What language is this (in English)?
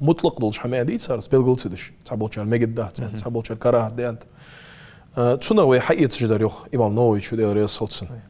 Ingush